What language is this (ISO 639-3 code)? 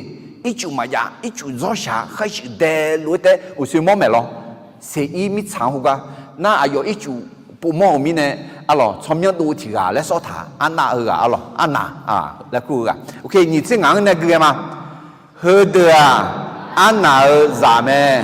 ahk